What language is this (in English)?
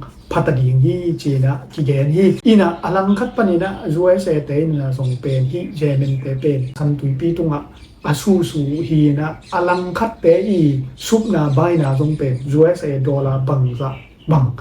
Tedim Chin